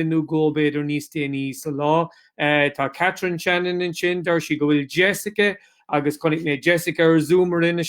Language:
Irish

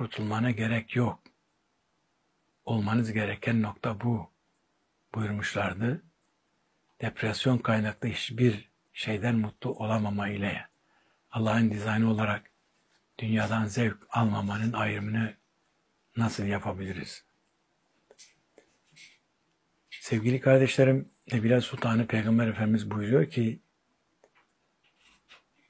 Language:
Turkish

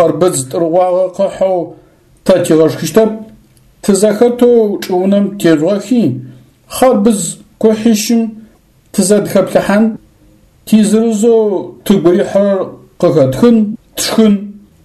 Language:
Adyghe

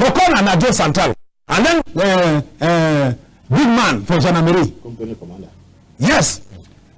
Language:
Cameroon Pidgin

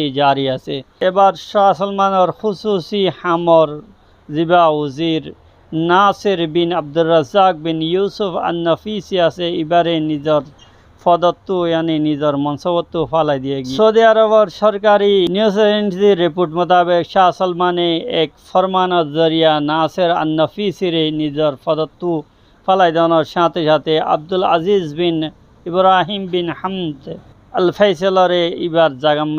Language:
Rohingya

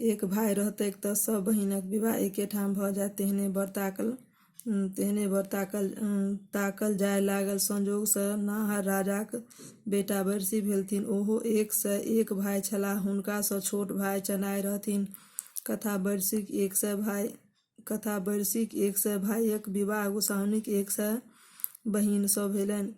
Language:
Maithili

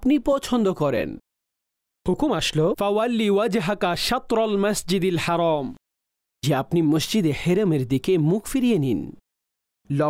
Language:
Bangla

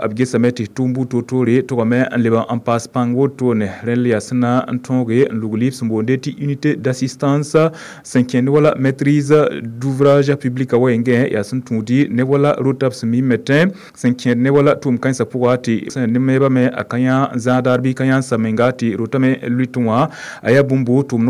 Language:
Mossi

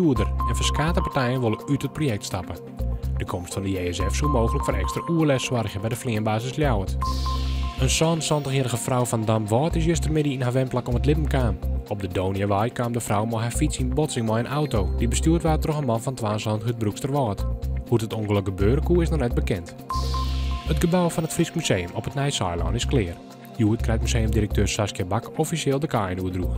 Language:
Western Frisian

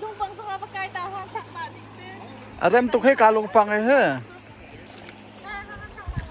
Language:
Hakha Chin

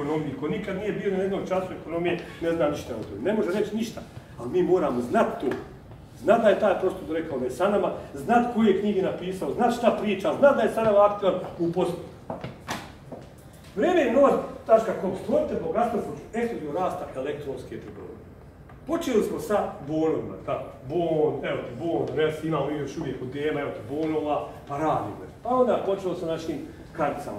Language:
Bosnian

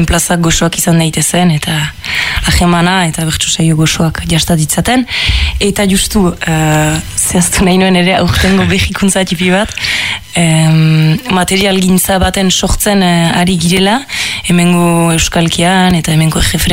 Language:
Basque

